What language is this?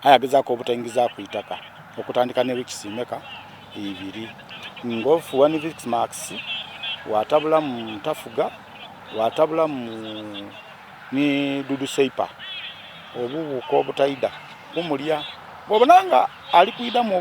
Soga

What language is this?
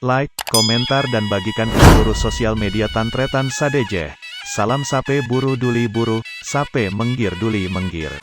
Madurese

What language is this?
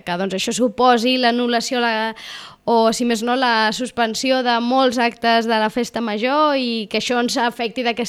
Catalan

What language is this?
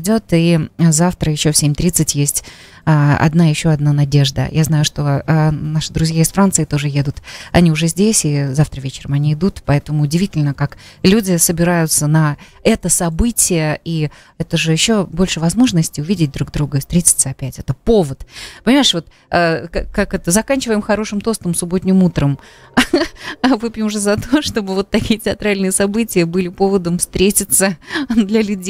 Russian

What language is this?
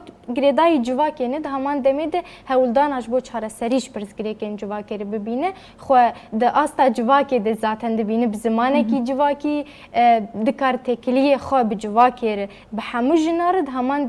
Kurdish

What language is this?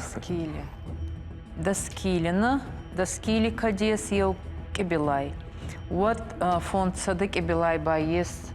Ossetic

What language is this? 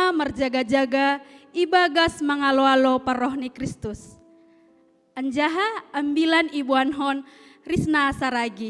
Batak Simalungun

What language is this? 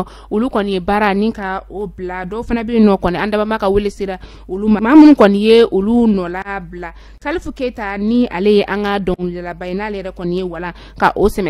Bambara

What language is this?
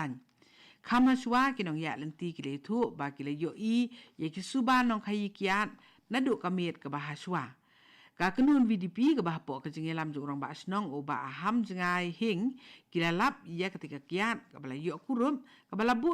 Khasi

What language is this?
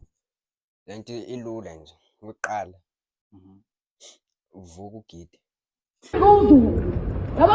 Zulu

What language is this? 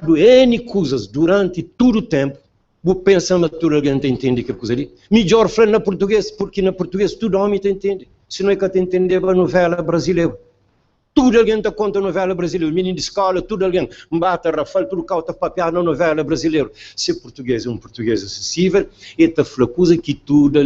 Kabuverdianu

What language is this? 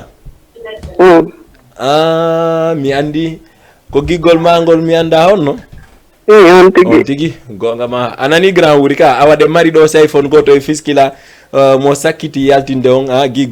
Fula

